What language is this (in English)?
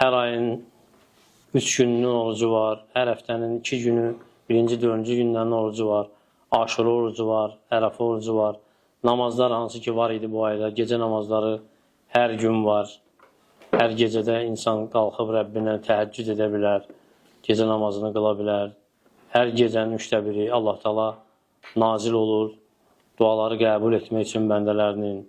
Azerbaijani